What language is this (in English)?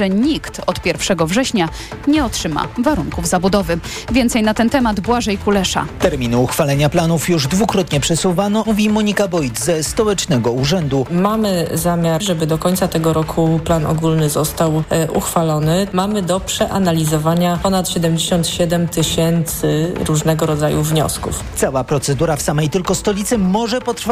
Polish